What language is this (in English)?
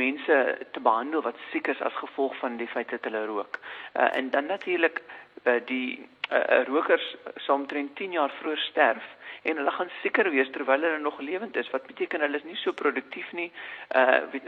Afrikaans